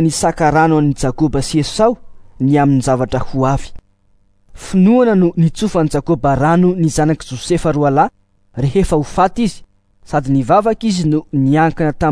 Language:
Malagasy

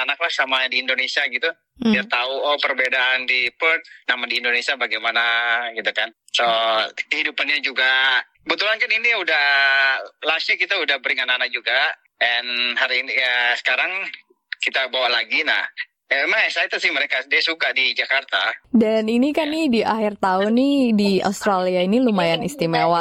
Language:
Indonesian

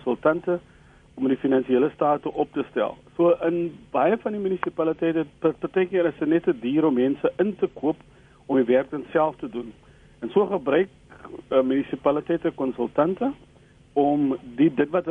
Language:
Afrikaans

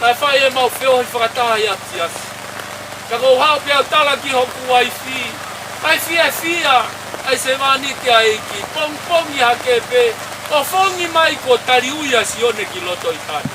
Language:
Tongan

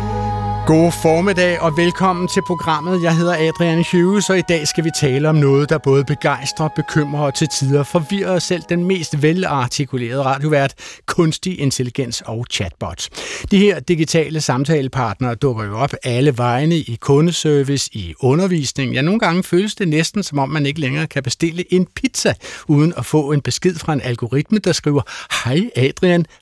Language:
Danish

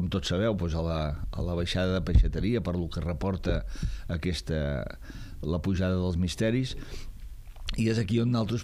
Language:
Catalan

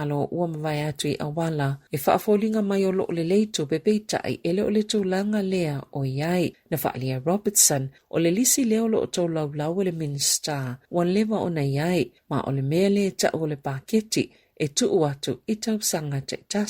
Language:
Samoan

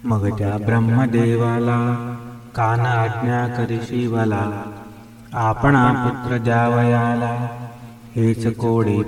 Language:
Marathi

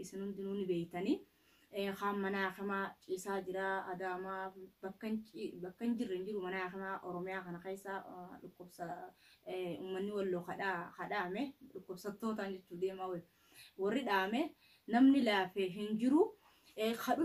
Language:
Oromo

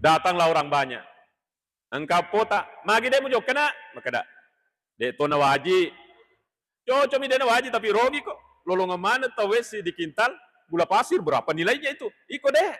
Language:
Buginese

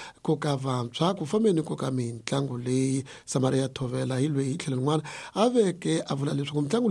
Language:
Tsonga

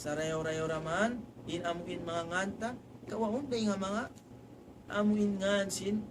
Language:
Tausug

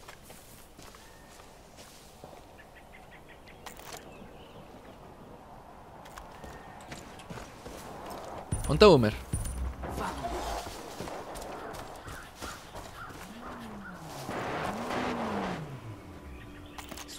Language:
Spanish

